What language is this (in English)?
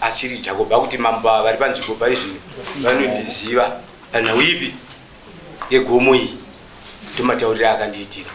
Shona